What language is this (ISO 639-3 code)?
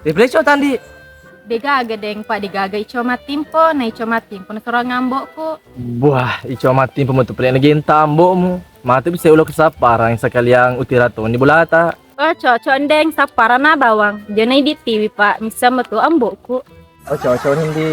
bug